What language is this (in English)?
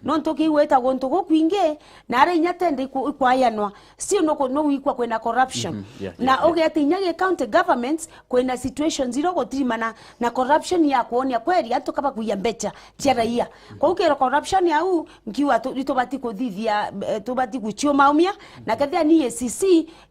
Meru